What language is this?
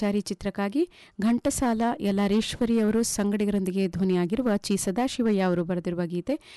Kannada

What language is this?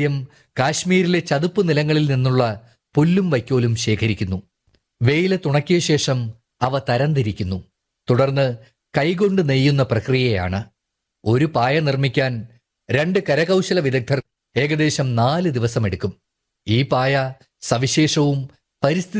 Malayalam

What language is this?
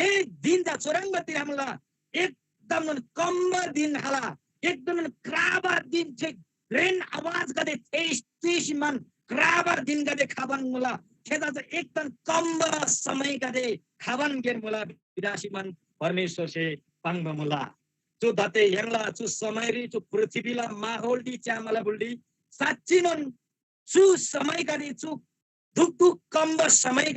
Eastern Tamang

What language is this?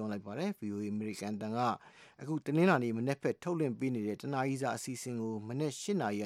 Burmese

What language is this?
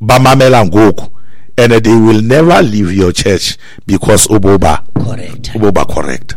Xhosa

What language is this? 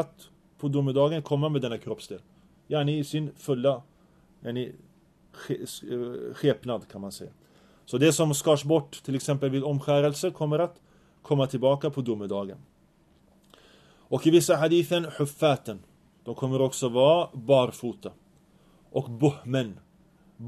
Swedish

